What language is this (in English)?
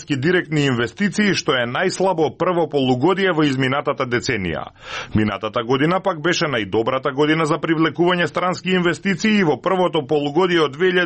Macedonian